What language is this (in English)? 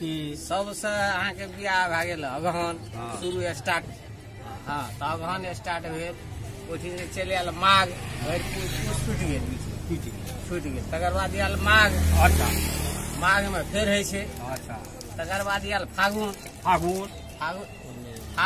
Maithili